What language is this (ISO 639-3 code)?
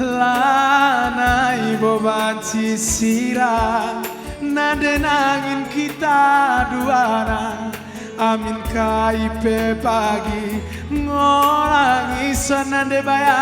btx